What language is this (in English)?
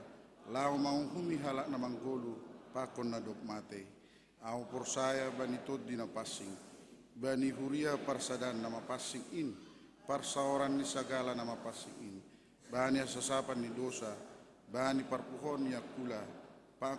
Batak Simalungun